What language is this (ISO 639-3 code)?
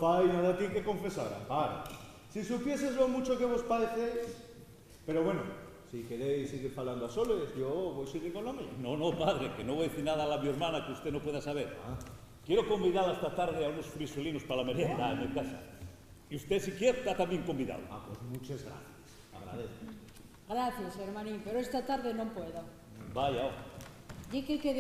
ast